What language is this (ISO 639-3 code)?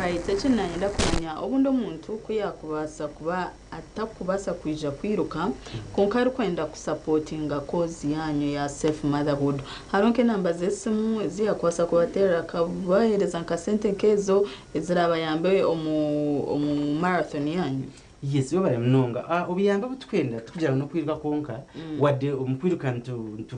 nyn